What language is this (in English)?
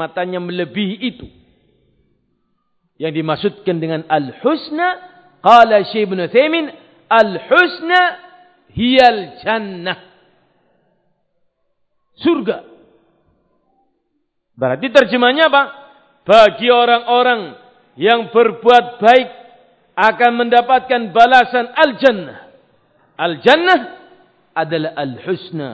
Indonesian